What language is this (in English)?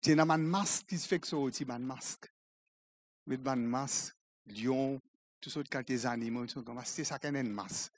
Morisyen